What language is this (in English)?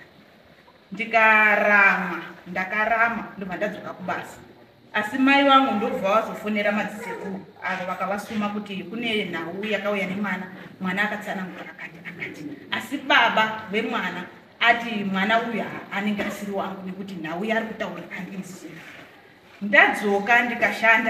Shona